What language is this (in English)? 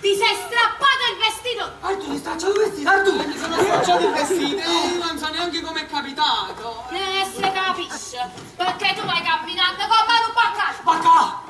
Neapolitan